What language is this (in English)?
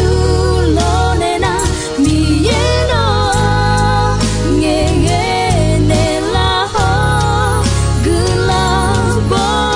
Akha